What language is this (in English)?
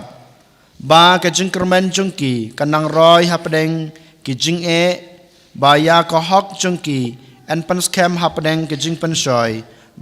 Khasi